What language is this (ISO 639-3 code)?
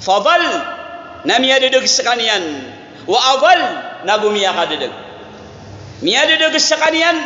mrw